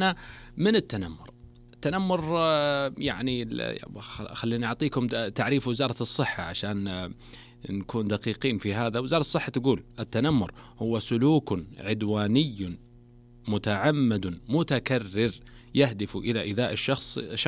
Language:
Najdi Arabic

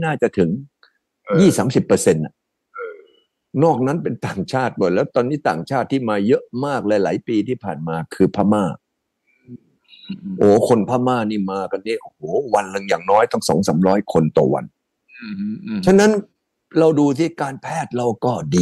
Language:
Thai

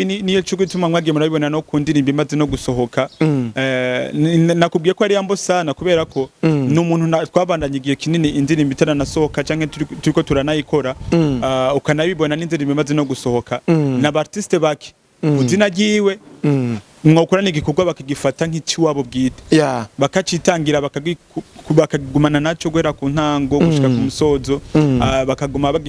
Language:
Rundi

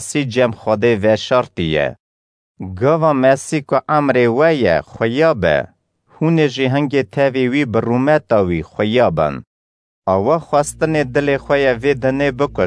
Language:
Kurdish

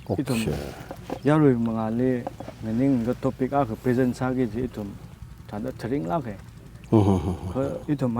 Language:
Tangkhul Naga (India)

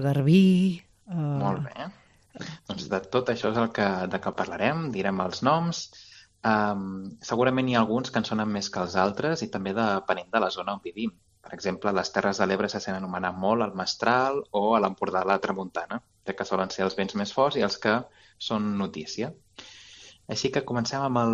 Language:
Catalan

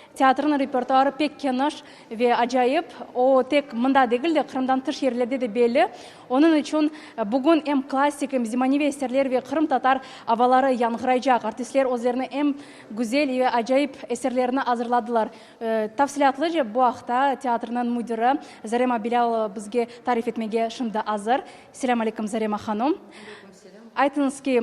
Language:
Crimean Tatar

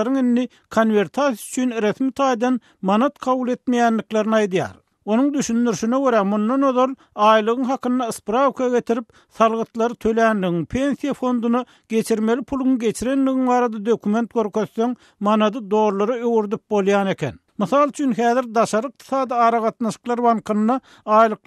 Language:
Turkmen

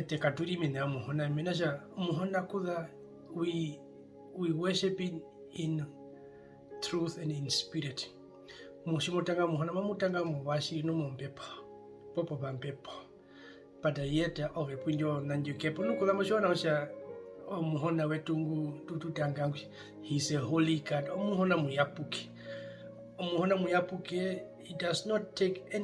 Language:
Herero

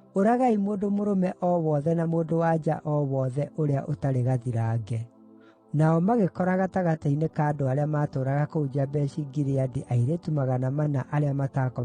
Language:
Kikuyu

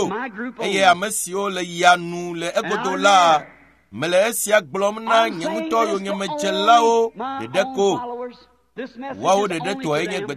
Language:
Ewe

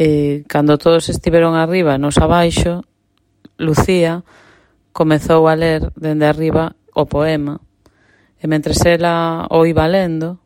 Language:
Galician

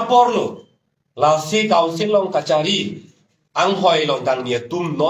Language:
Karbi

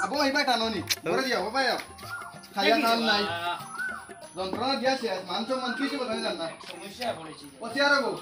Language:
Sylheti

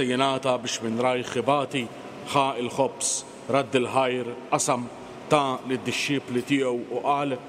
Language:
Maltese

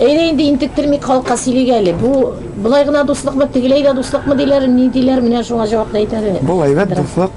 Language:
Tatar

